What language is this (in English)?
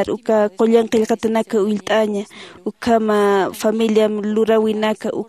Aymara